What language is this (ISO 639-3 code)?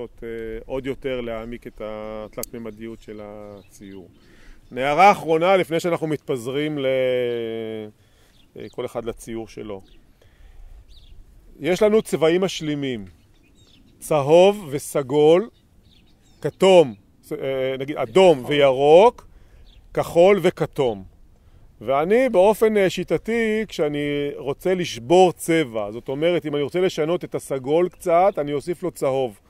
heb